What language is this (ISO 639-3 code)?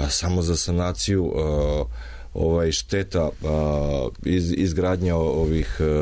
srp